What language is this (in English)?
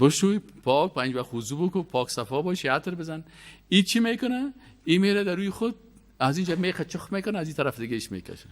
Persian